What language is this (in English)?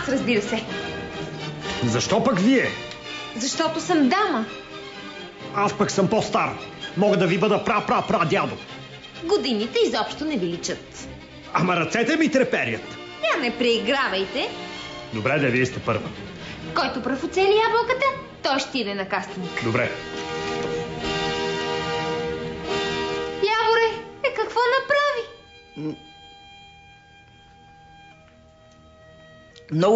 Bulgarian